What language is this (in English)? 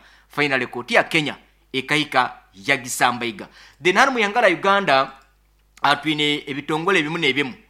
Nyoro